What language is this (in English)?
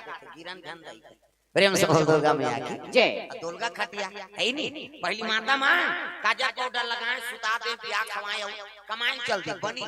Chhattisgarhi